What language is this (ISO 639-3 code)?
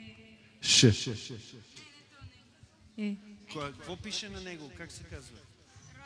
bul